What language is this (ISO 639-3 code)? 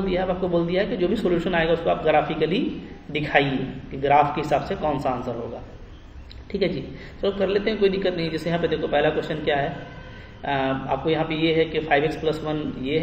hin